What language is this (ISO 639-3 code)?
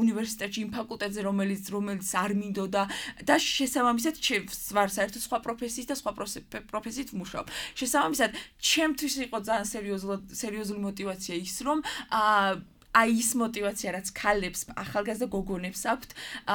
kat